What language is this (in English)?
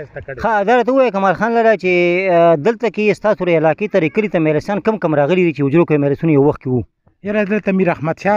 Pashto